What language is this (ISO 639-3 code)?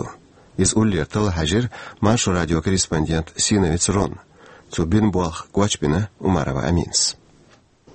che